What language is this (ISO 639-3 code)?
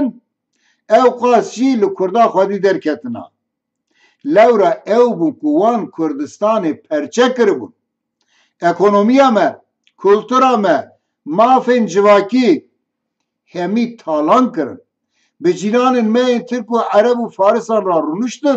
kur